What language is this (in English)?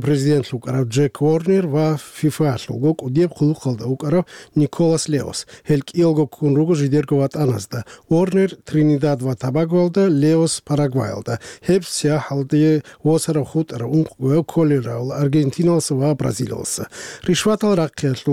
Avaric